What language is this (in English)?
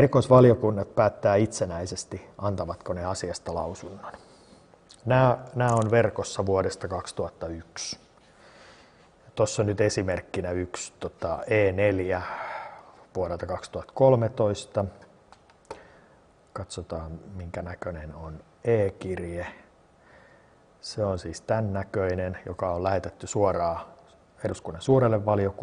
Finnish